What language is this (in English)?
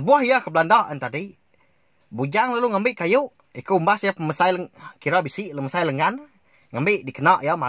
Iban